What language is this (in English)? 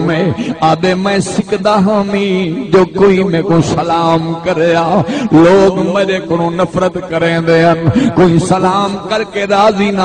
Saraiki